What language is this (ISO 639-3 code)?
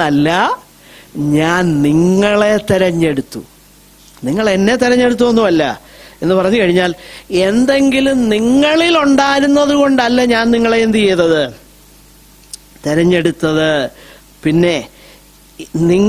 mal